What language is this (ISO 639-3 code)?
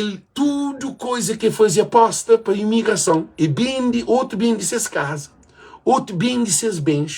kea